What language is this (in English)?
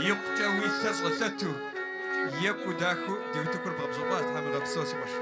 Kabardian